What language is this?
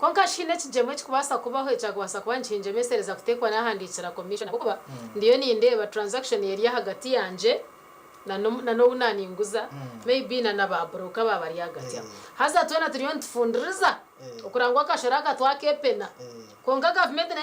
Nyankole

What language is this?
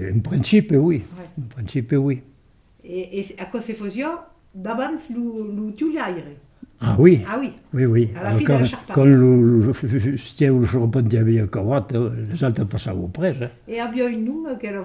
Occitan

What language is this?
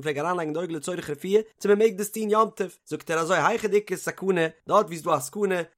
Yiddish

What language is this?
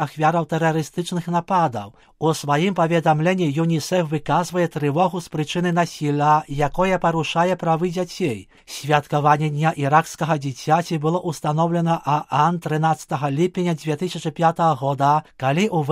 Belarusian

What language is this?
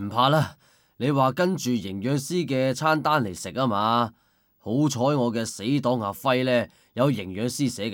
Cantonese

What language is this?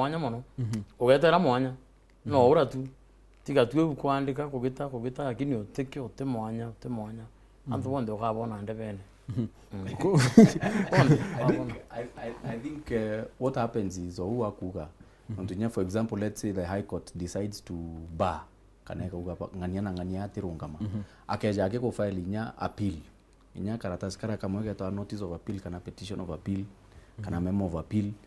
Meru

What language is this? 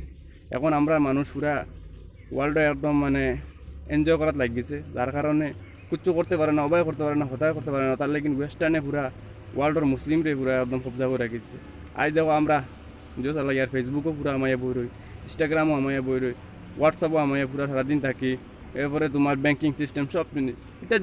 Sylheti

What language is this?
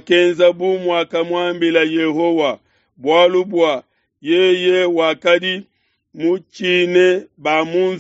Luba-Lulua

